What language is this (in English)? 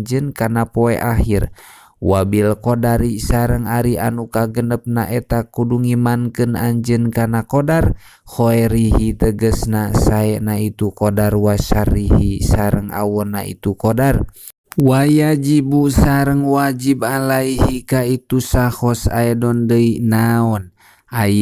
Sundanese